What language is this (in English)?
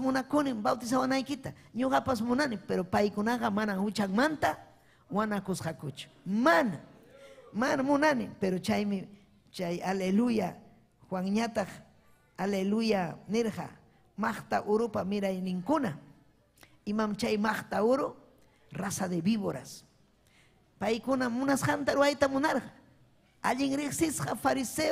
Ayacucho Quechua